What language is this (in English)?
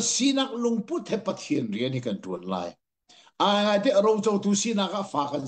Hakha Chin